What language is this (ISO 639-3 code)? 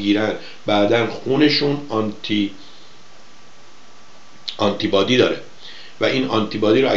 fas